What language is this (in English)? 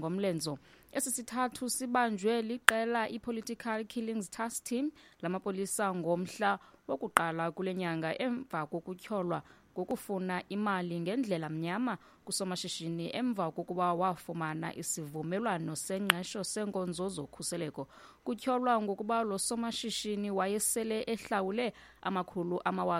Xhosa